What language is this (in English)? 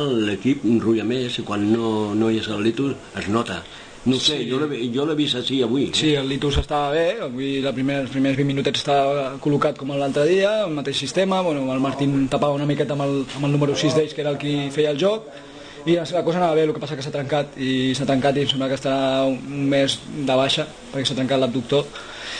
Catalan